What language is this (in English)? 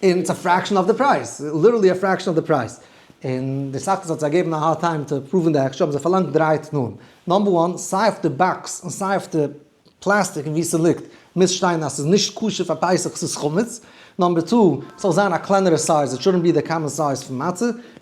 Yiddish